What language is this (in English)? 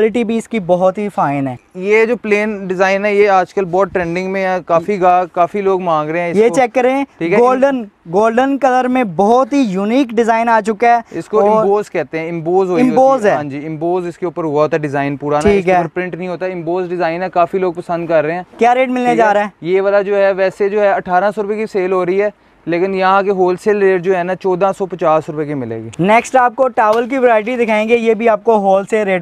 Hindi